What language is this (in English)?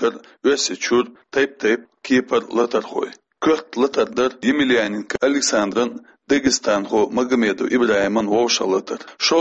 Chechen